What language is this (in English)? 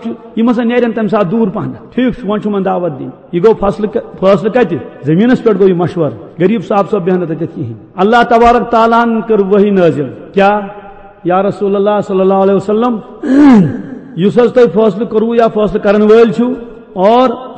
Kashmiri